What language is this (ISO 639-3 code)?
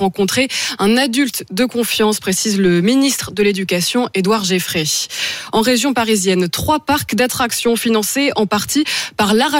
fra